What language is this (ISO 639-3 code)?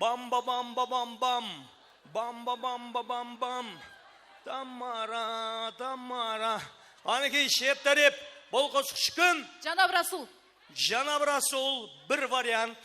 kaa